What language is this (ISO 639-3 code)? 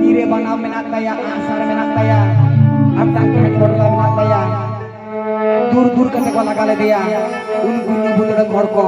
sat